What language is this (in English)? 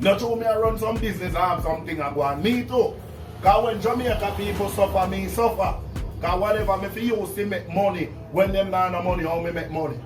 Jamaican Creole English